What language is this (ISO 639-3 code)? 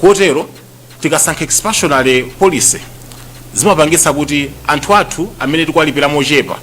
nya